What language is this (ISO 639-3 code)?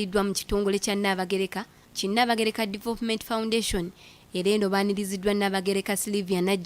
lug